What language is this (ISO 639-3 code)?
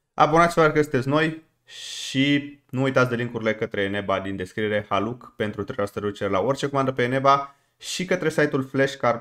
ron